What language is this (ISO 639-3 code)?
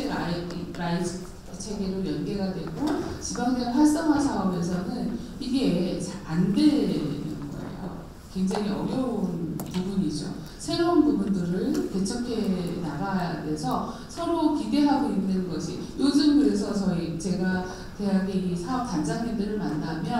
kor